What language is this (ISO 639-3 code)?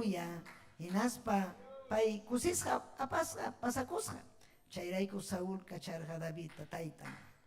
quy